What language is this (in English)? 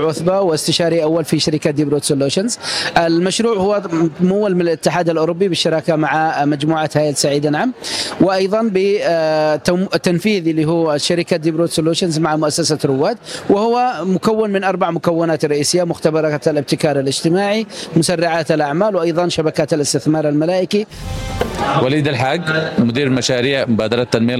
Arabic